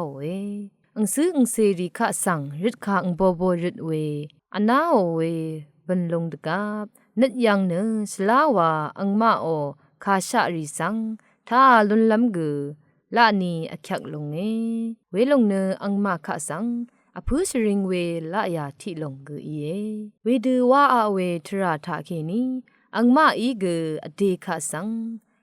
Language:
Rawang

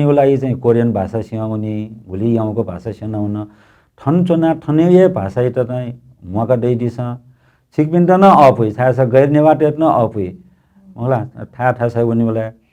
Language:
Newari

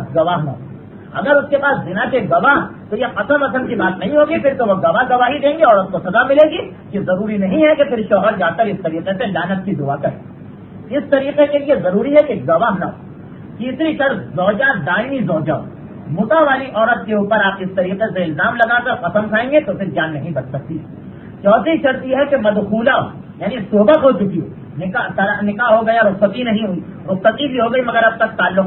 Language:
Urdu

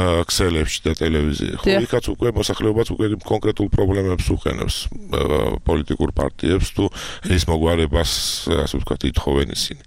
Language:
Georgian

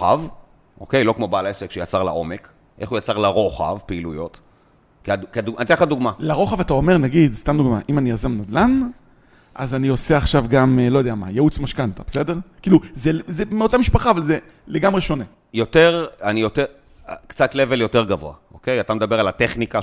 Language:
Hebrew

